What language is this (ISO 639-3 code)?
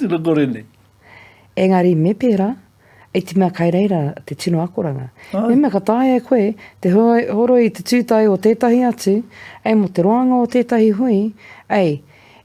mri